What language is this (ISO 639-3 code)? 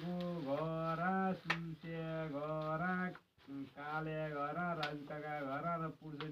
nep